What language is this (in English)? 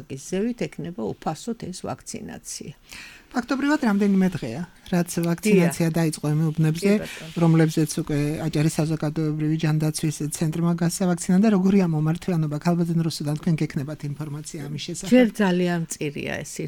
Georgian